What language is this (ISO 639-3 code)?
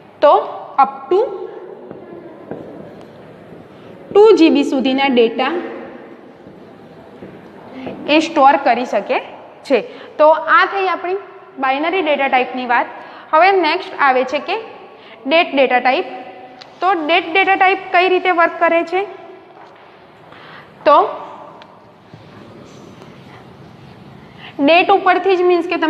guj